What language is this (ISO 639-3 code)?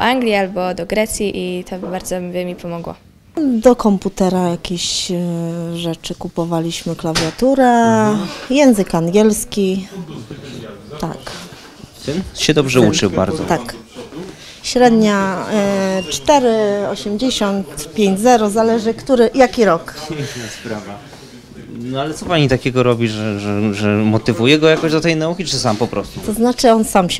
pol